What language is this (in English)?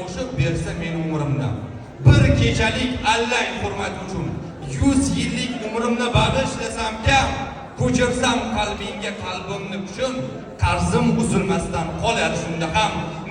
Uzbek